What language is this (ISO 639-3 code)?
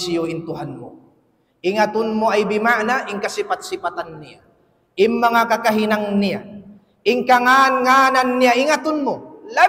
tsg